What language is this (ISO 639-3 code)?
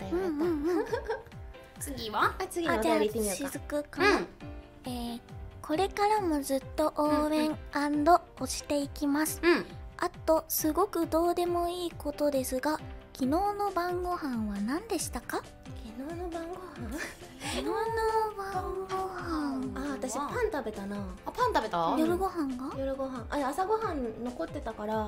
jpn